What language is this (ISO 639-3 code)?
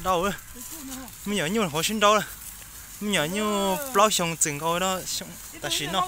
hmn